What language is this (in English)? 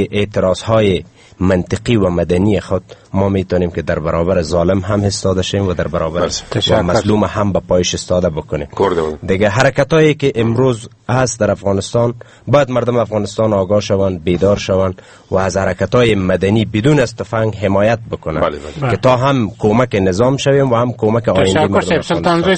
Persian